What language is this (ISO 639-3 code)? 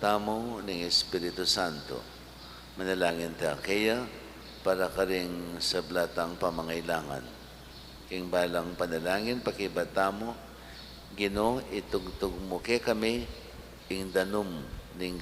pam